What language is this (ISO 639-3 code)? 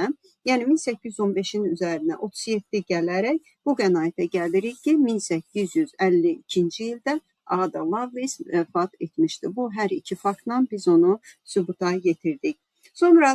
aze